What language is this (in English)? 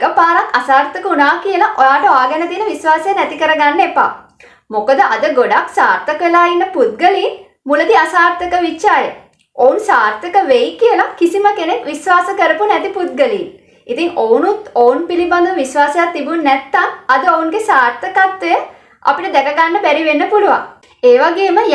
Sinhala